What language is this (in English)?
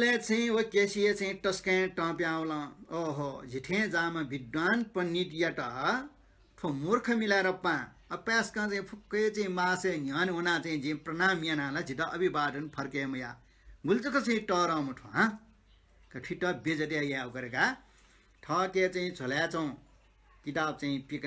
Newari